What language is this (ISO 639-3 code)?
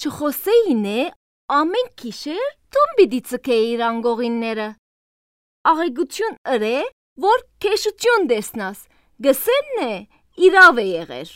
hye